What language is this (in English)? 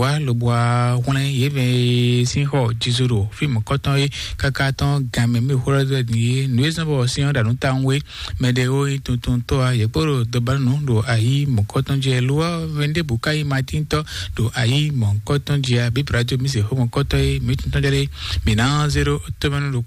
Fon